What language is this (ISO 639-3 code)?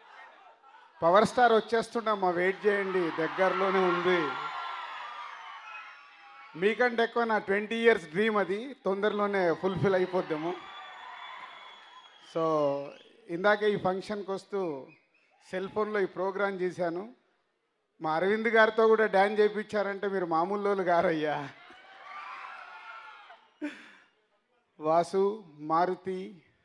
tel